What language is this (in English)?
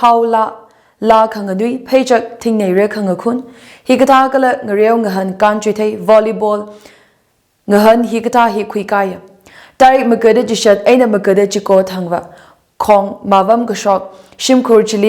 Tangkhul Naga (India)